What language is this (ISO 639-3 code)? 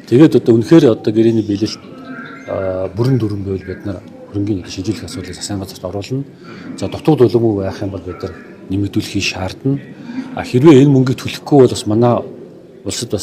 mon